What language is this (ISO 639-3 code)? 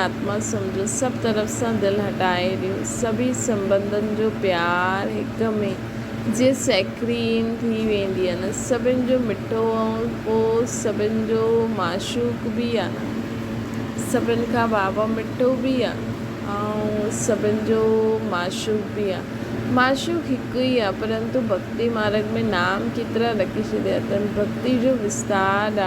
snd